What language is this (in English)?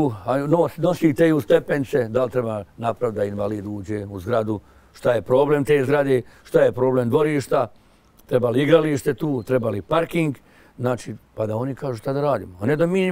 Bosnian